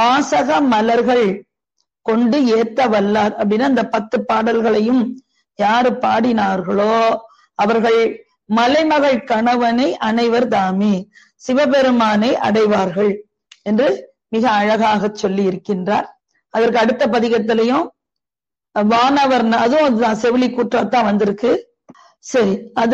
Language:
Tamil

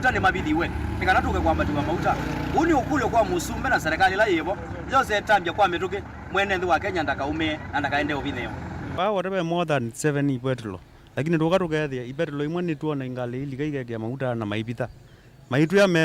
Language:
Kamba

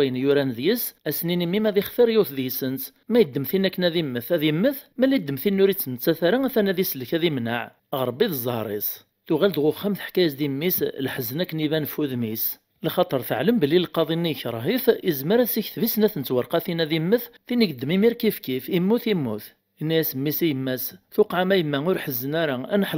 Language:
Kabyle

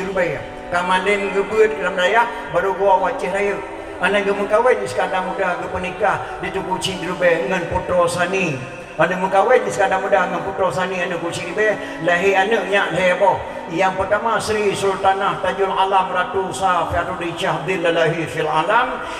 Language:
Achinese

